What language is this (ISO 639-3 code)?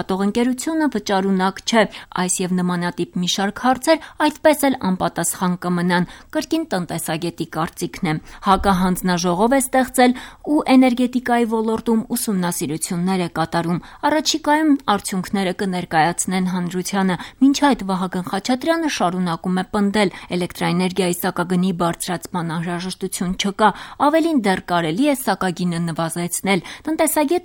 hye